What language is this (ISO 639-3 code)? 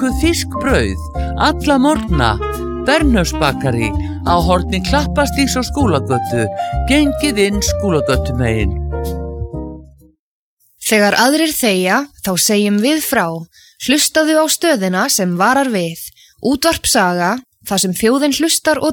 isl